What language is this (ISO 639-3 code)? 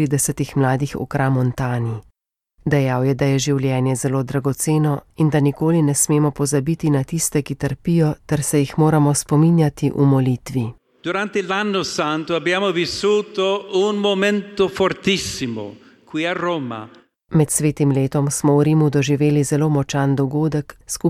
slv